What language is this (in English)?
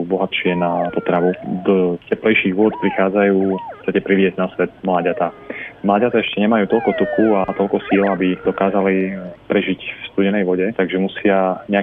Slovak